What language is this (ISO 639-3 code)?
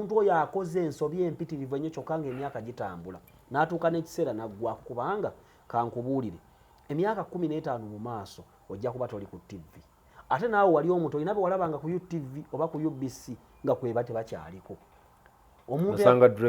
lug